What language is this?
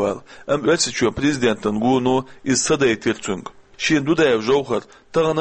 Chechen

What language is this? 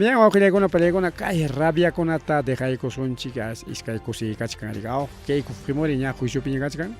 Ayacucho Quechua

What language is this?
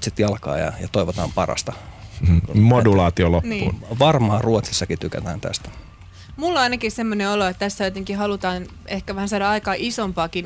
Finnish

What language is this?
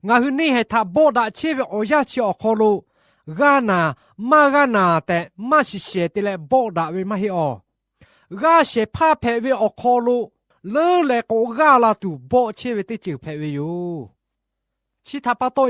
Lahu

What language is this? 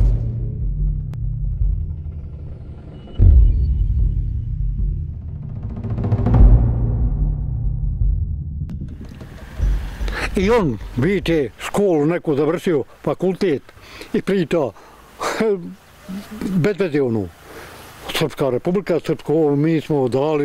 Bosnian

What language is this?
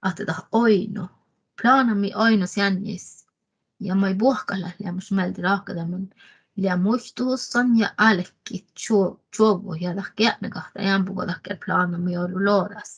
Northern Sami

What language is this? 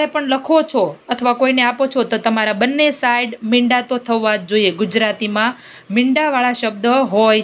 Gujarati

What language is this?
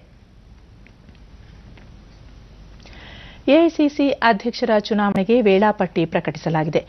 Kannada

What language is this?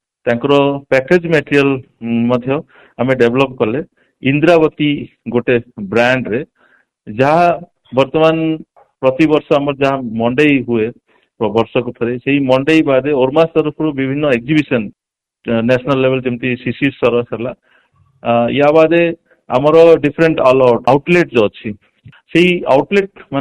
Odia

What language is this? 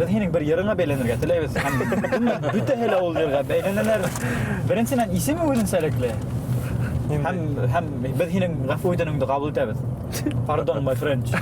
Bashkir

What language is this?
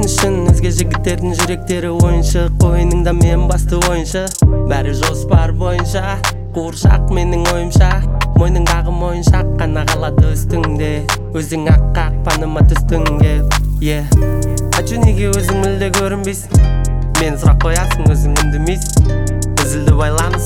Kazakh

